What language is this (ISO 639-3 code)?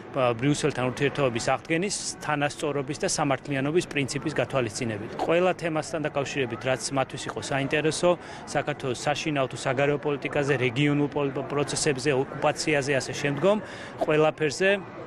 kat